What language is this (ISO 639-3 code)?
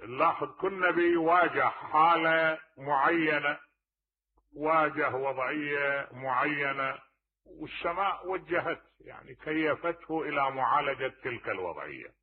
acm